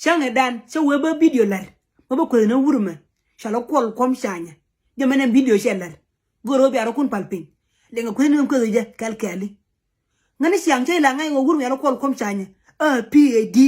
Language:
Nuer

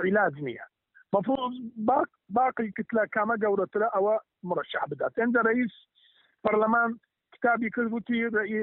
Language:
Central Kurdish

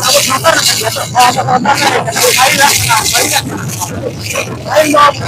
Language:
Santali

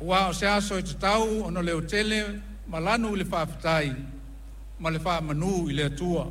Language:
Samoan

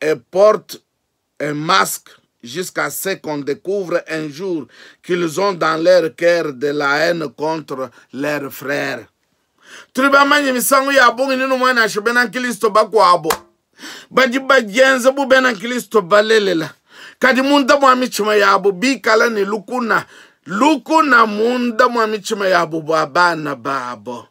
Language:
Luba-Lulua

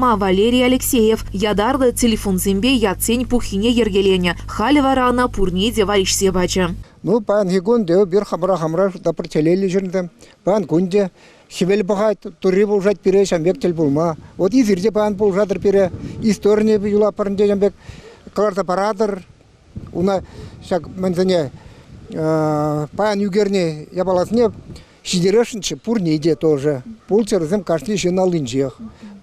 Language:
Chuvash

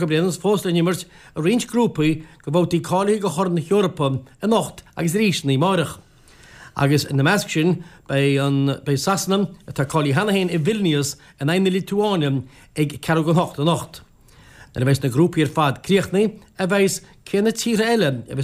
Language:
Irish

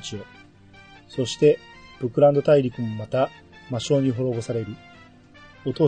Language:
Japanese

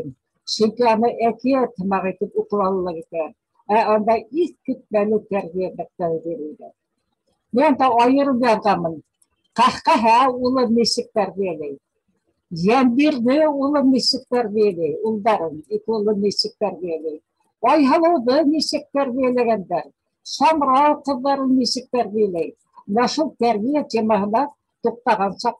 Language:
Bashkir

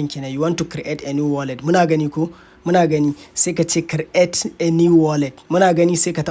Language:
Hausa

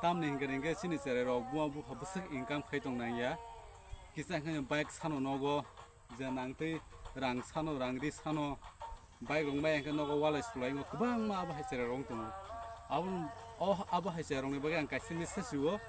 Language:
Kok Borok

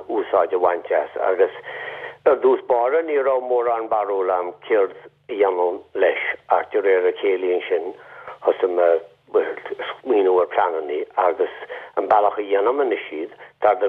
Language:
Irish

